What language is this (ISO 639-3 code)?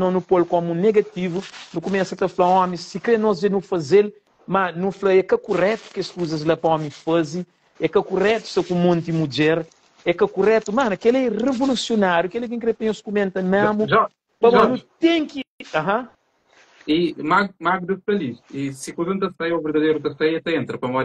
kea